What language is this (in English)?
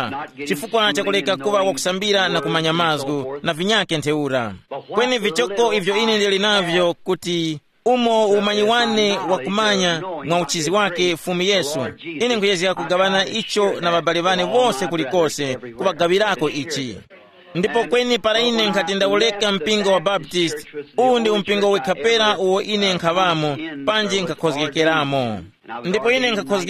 Tumbuka